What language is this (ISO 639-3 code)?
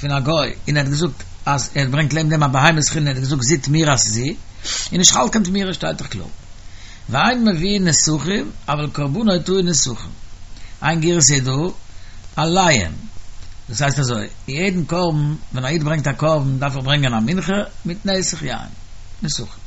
yid